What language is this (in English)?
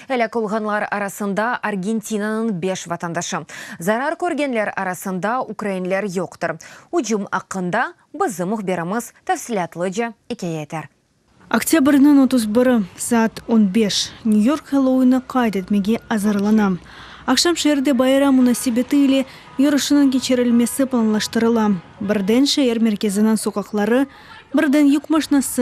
Crimean Tatar